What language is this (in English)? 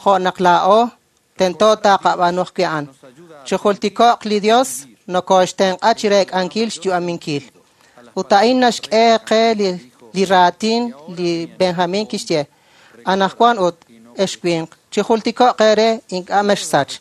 Kekchí